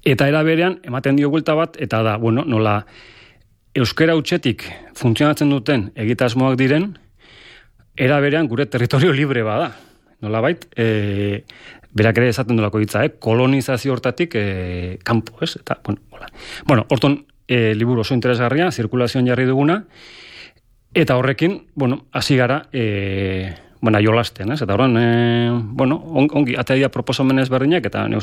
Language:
Basque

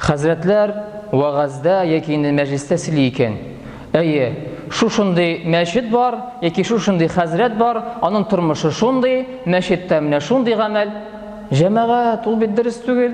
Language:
Tatar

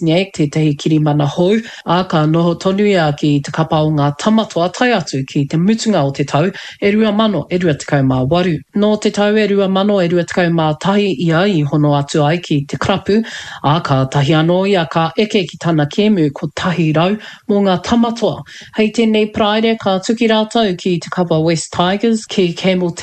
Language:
Māori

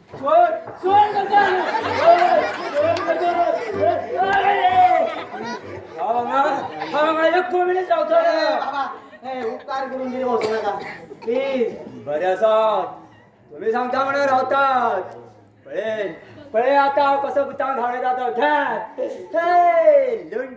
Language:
Konkani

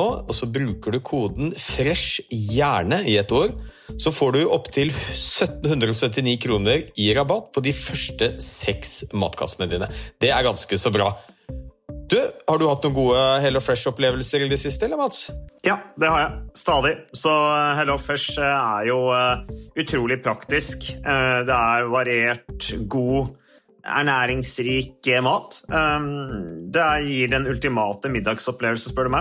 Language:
Norwegian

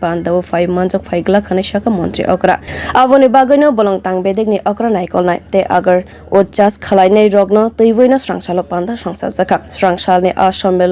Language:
Kok Borok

